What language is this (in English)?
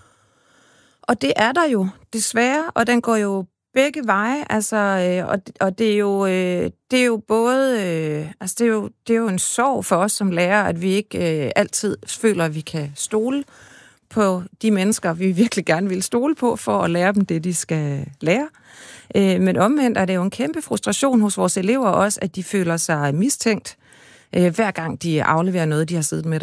Danish